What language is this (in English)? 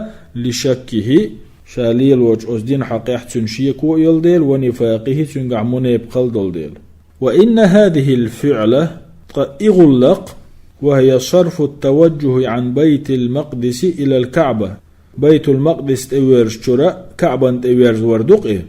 Chechen